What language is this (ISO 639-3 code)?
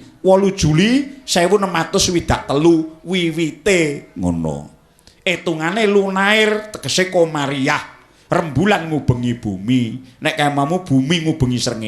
jav